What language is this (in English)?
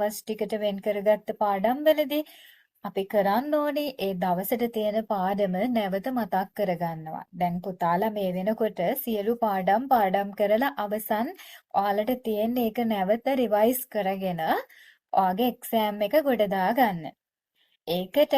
Sinhala